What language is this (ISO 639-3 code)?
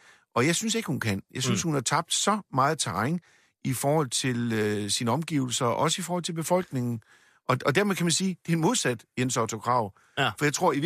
dan